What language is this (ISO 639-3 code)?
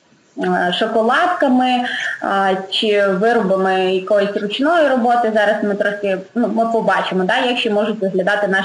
ukr